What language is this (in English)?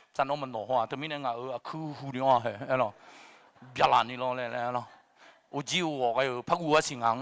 Akha